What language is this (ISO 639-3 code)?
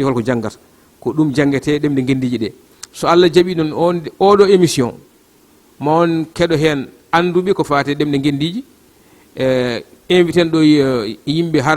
ful